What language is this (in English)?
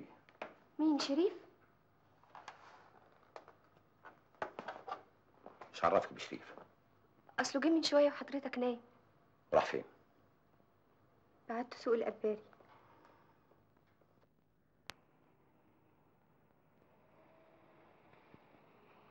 Egyptian Arabic